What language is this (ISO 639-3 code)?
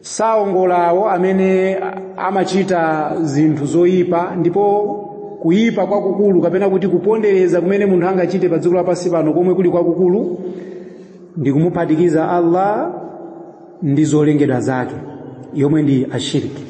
nya